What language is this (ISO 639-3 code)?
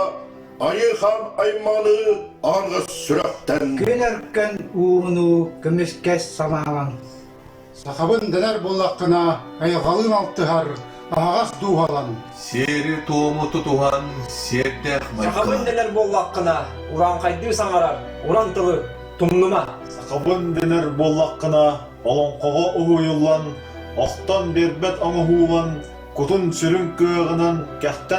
sah